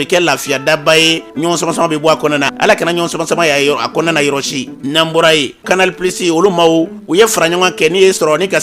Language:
Bambara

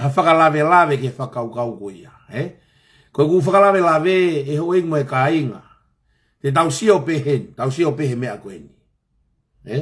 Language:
Tongan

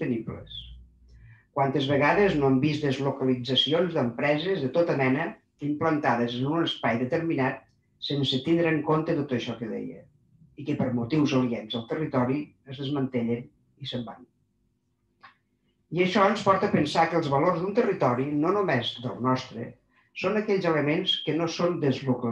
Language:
Catalan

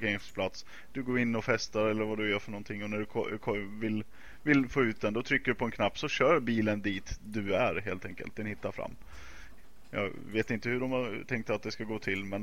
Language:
Swedish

